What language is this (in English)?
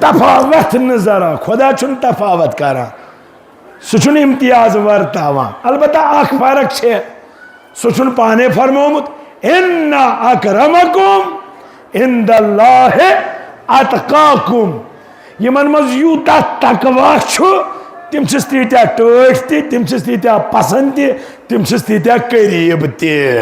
Kashmiri